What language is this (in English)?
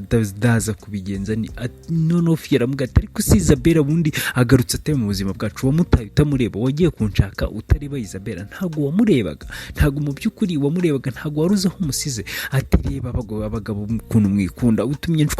Kinyarwanda